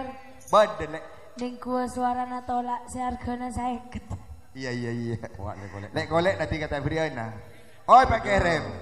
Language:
Madurese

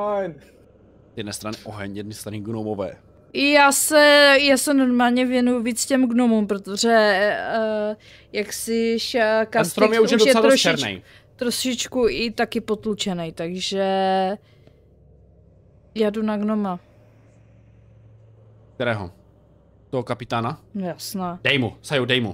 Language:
Czech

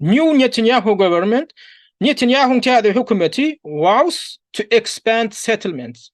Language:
Turkmen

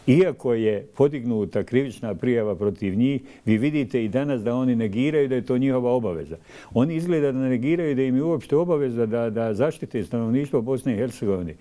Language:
Bosnian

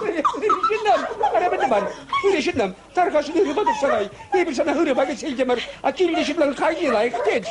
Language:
Chuvash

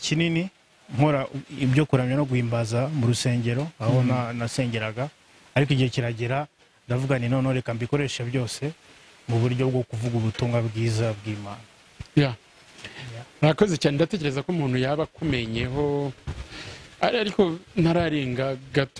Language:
Kinyarwanda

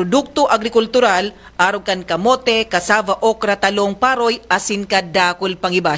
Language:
Bikol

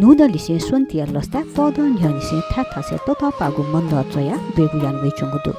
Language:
Newari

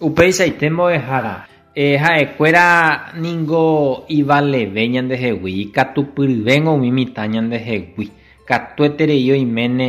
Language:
Guarani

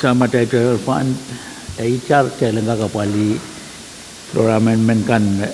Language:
Pohnpeian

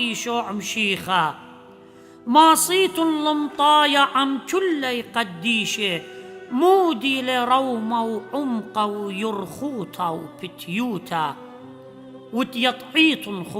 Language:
Assyrian Neo-Aramaic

